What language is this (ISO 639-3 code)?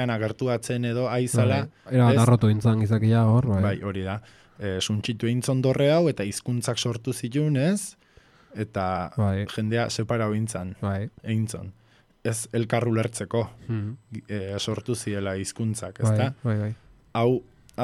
eus